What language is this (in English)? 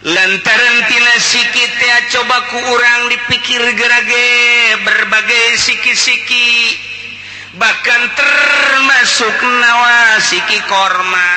Sundanese